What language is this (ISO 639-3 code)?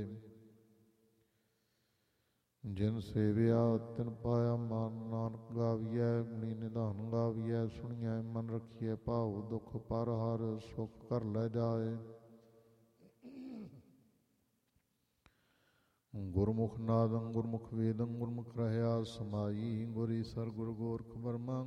pan